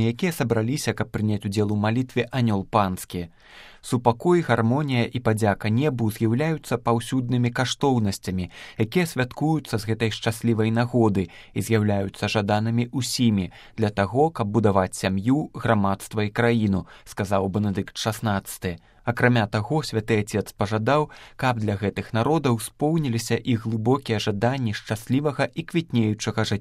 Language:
Belarusian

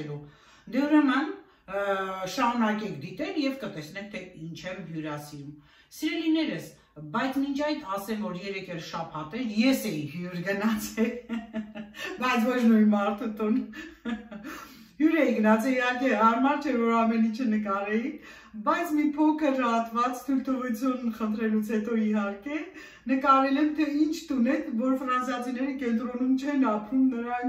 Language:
Armenian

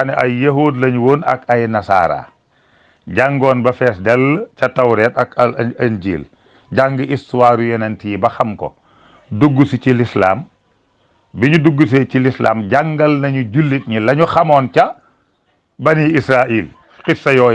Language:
Wolof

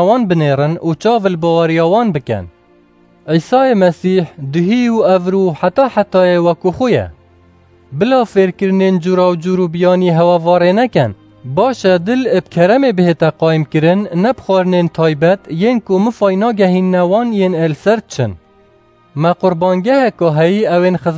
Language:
Kurdish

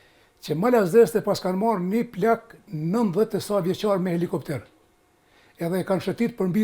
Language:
Albanian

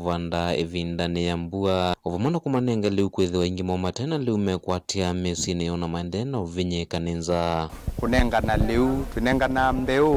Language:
Kamba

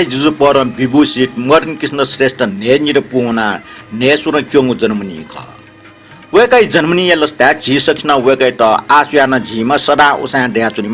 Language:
Newari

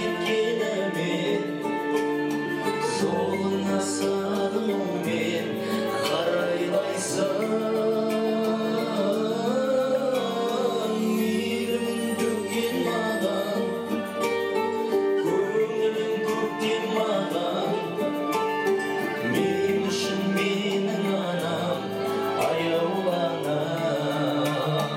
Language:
Kazakh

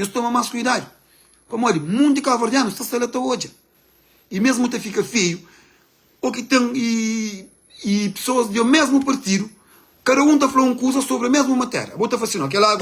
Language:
Kabuverdianu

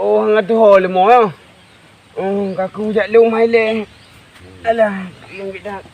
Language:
Achinese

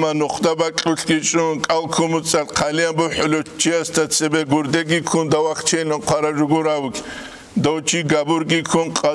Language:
Avaric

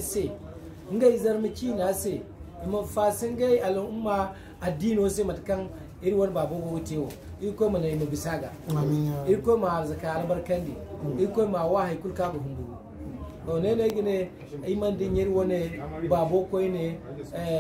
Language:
Zarma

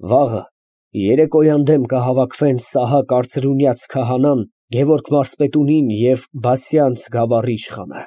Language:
Armenian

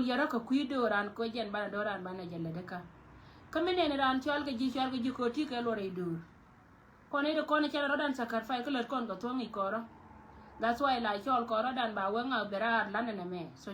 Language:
Nuer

